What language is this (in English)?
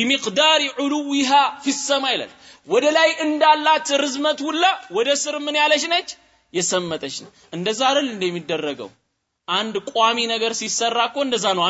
Amharic